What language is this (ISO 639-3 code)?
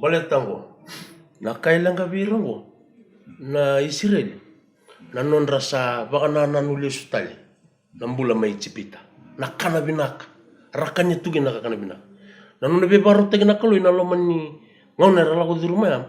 fij